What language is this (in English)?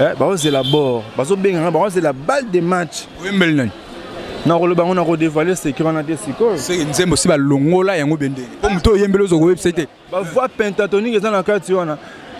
Lingala